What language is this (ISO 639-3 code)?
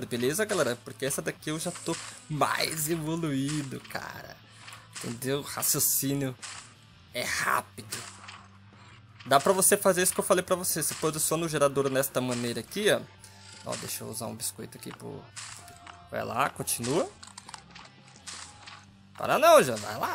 por